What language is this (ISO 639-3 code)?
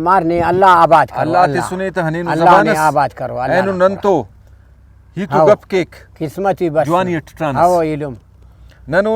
brh